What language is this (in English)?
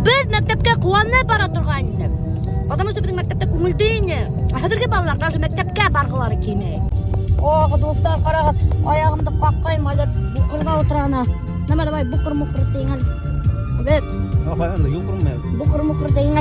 Bashkir